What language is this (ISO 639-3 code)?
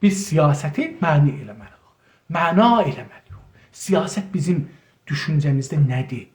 azb